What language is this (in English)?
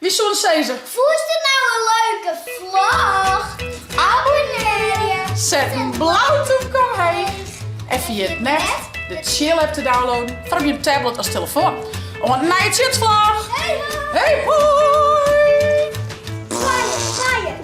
Western Frisian